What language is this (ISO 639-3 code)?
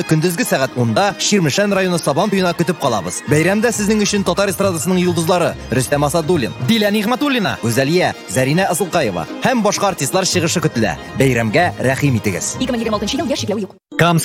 tat